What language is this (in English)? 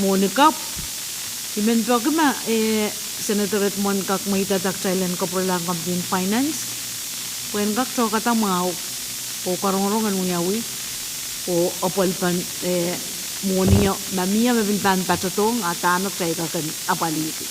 Pohnpeian